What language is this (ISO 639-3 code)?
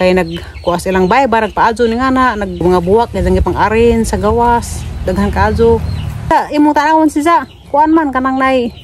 ceb